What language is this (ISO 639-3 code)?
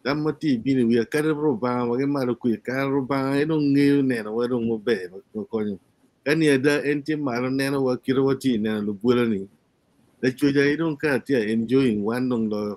ach